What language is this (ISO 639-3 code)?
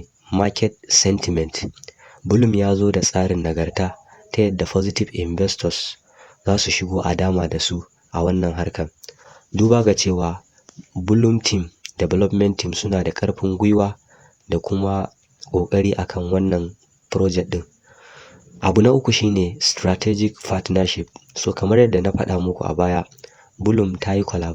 hau